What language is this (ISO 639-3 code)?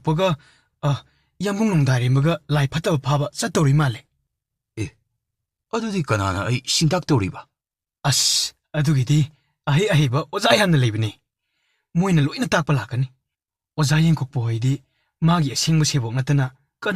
mni